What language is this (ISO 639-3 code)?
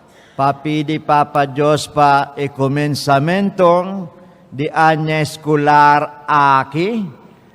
pap